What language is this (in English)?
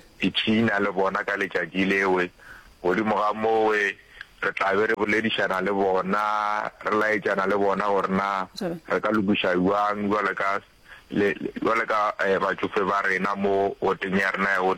Northern Sotho